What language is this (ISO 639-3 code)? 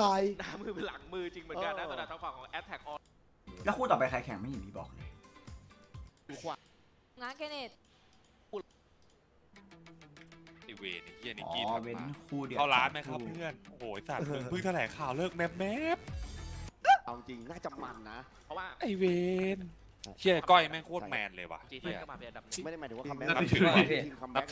tha